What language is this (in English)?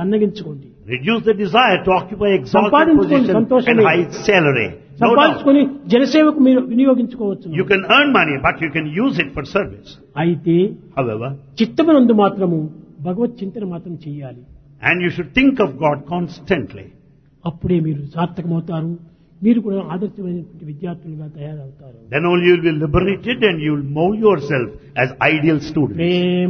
Telugu